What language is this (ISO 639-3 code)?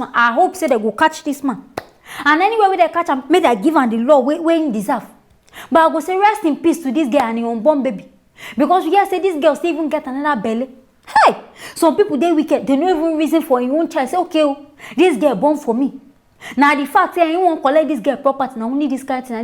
pcm